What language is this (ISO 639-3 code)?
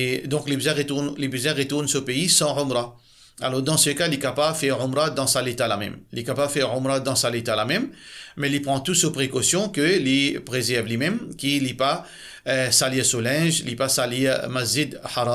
mfe